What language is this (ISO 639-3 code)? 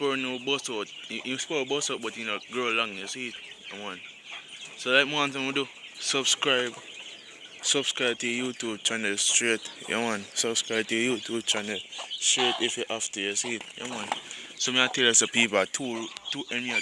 jam